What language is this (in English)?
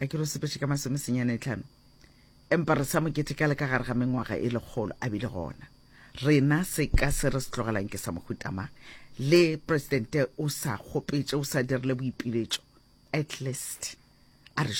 Northern Sotho